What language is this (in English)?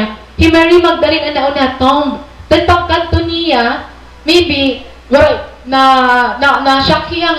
Waray